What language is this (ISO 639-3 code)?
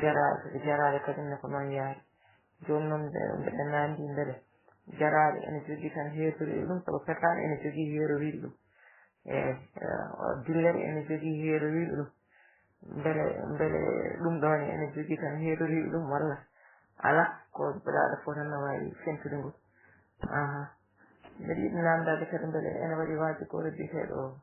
ful